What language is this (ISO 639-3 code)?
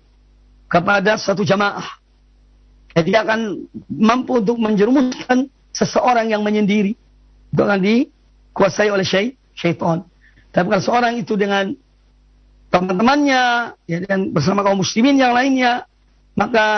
ind